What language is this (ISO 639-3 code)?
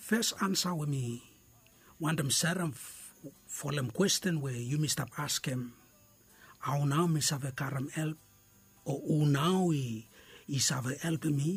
bis